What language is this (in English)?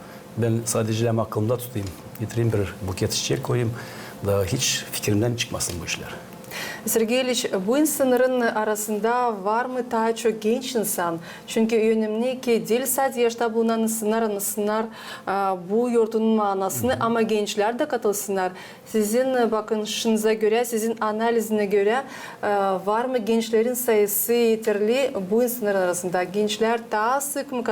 Gagauz